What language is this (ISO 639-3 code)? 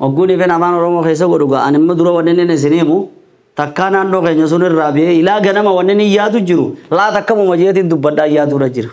orm